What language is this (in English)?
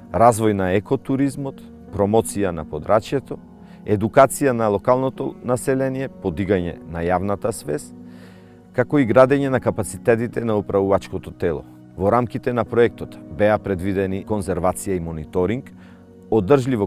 Macedonian